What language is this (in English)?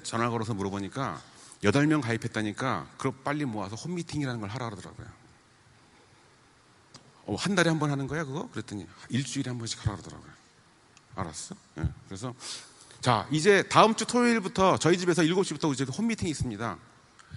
Korean